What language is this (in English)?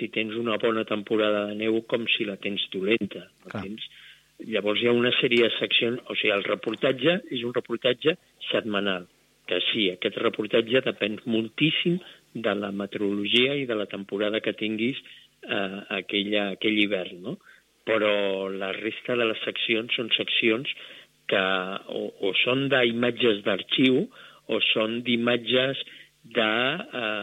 Catalan